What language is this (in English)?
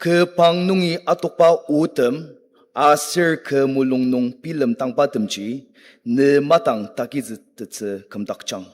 Ao Naga